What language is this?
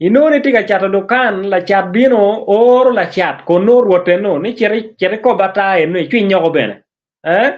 Acoli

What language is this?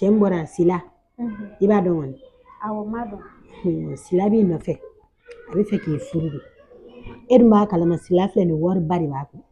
Bambara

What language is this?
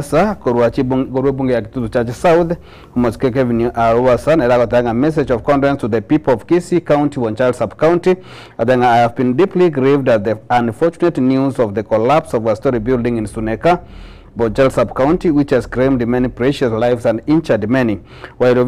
Gusii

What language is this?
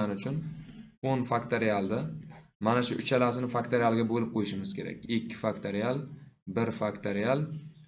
Uzbek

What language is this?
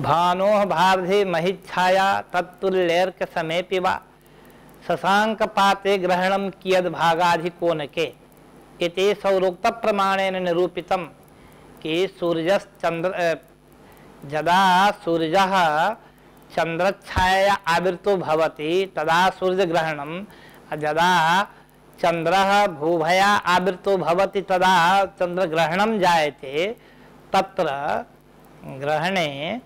Sanskrit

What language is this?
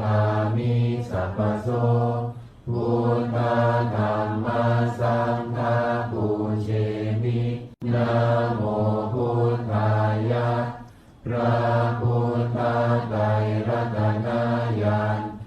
Pali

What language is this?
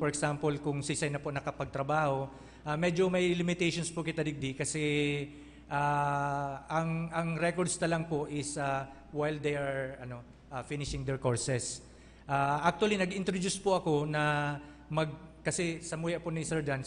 Bikol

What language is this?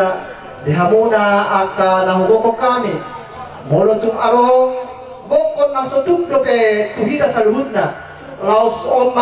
Batak Toba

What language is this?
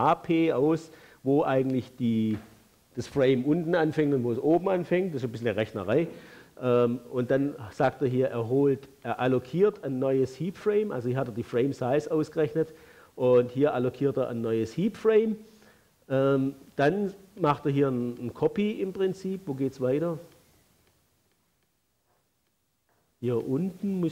German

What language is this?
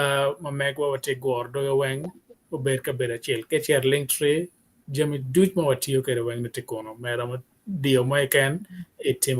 Acoli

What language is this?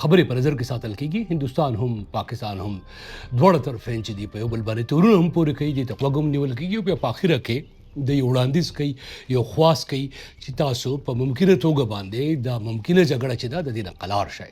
Pashto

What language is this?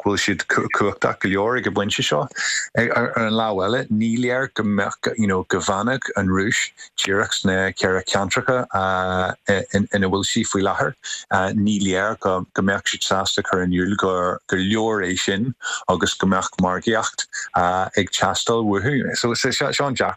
Irish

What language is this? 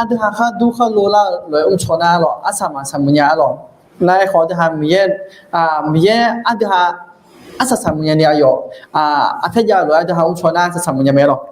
Akha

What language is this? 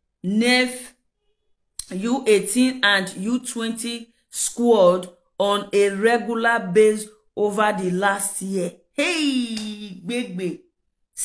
Nigerian Pidgin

